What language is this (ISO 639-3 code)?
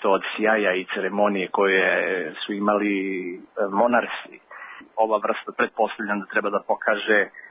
srp